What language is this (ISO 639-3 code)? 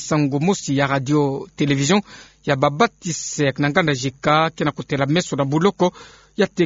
ktu